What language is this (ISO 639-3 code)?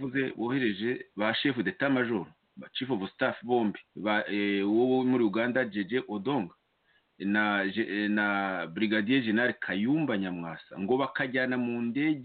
kin